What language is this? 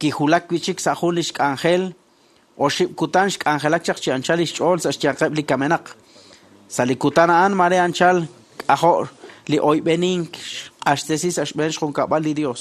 Kekchí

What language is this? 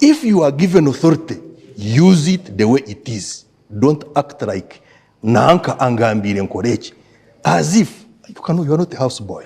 Nyankole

